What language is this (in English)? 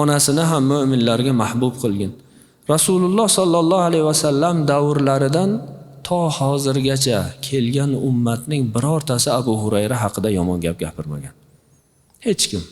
Uzbek